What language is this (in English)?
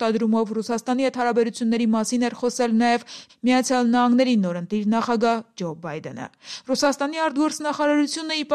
Armenian